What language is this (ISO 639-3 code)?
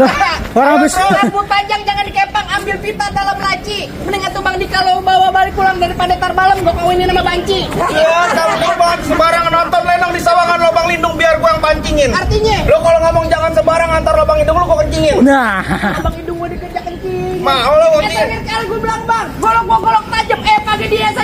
bew